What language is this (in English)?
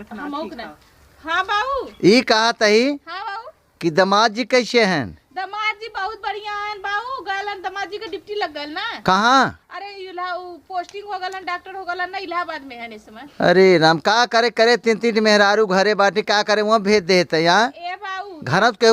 Awadhi